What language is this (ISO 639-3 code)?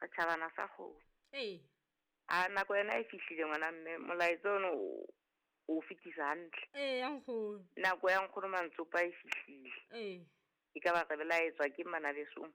sot